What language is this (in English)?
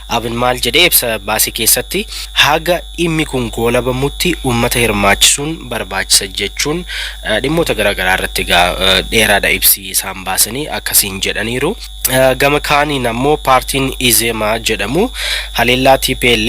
Oromo